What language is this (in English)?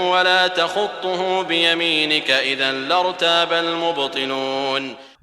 Maranao